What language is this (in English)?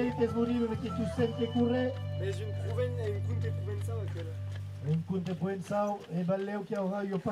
Occitan